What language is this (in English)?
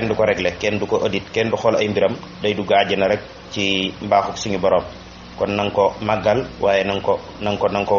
Wolof